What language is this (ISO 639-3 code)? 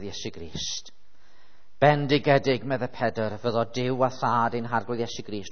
cym